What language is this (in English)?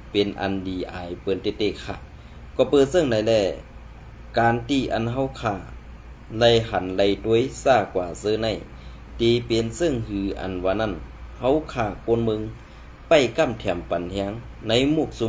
Shan